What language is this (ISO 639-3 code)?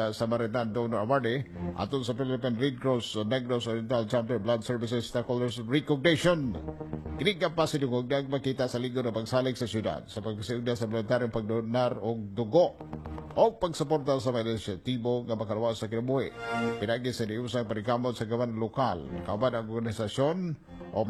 ceb